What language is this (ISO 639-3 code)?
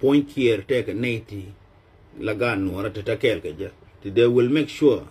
nus